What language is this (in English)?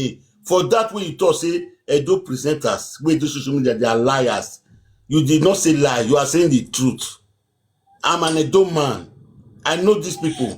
Nigerian Pidgin